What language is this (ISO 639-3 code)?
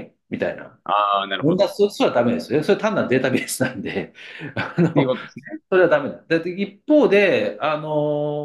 jpn